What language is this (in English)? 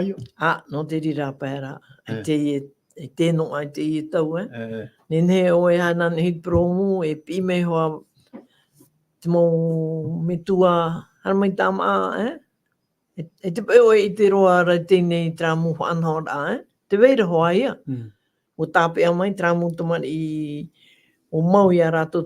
Tahitian